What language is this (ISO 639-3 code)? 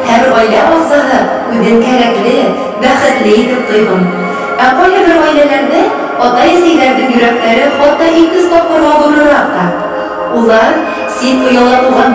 bak